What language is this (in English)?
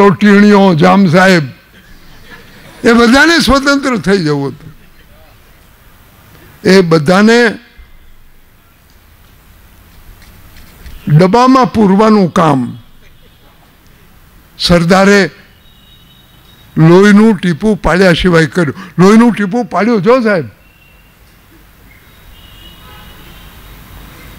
Gujarati